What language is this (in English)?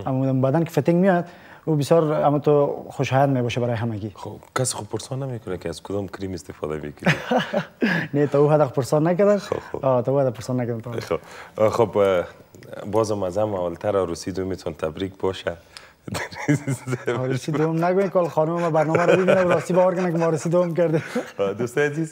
Persian